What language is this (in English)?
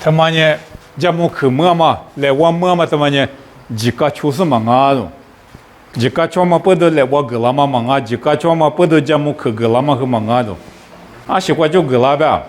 Lisu